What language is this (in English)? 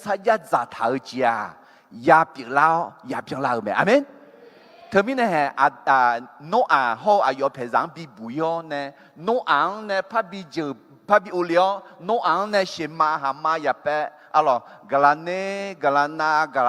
Akha